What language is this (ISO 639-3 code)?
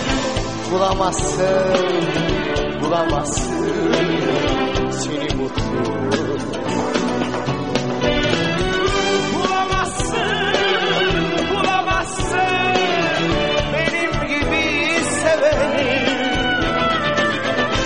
tur